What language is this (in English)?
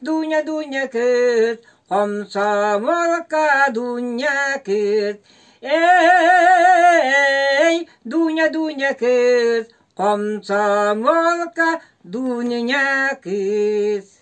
Yakut